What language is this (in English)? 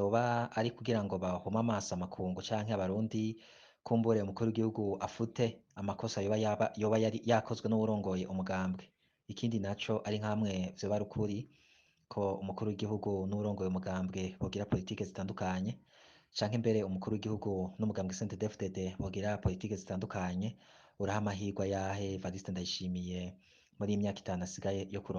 Rundi